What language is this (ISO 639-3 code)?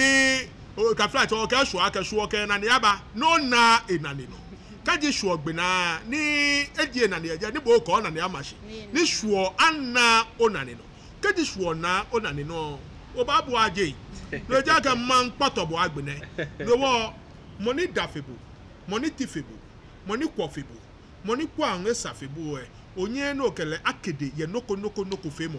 gaa